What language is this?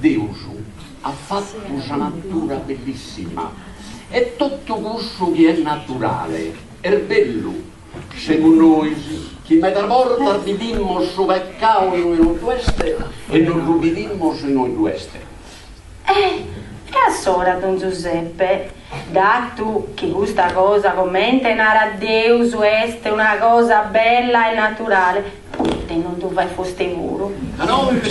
Sardinian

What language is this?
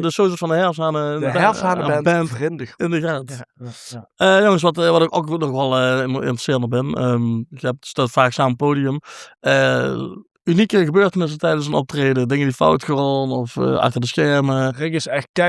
Limburgish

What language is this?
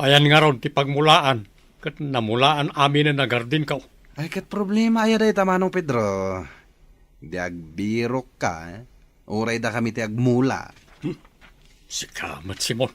Iloko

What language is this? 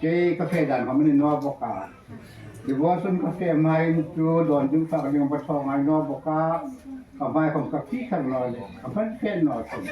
Hmar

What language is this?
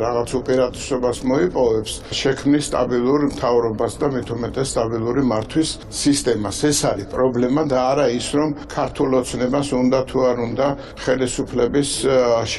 Georgian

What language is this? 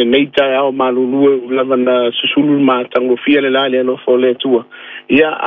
Samoan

